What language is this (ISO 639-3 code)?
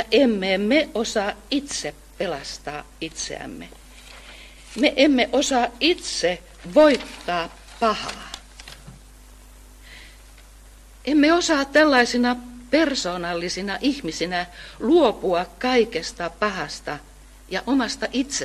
fin